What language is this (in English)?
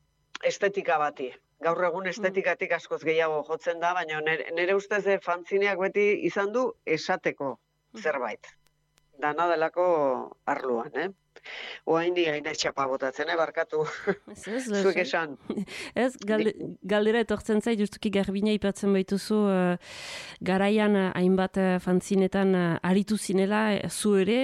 Basque